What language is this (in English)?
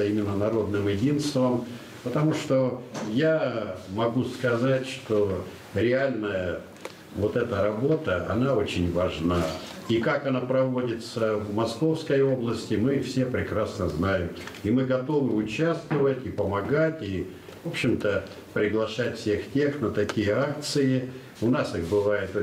Russian